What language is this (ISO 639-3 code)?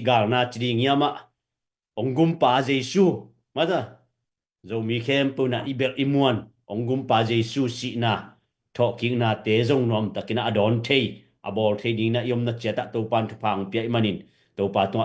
ctd